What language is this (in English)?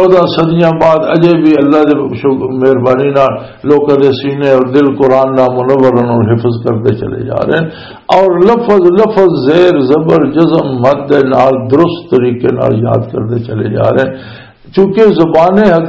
Western Panjabi